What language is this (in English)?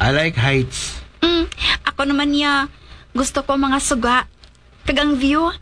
Hiligaynon